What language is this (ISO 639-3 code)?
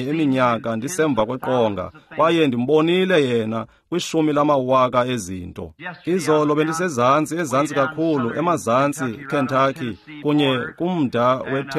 xho